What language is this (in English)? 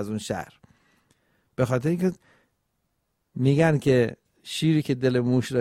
Persian